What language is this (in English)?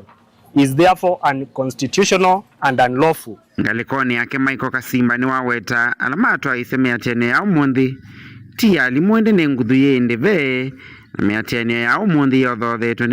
Kamba